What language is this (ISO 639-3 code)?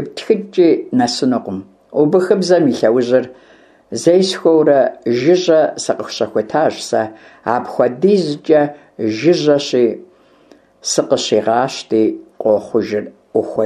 kbd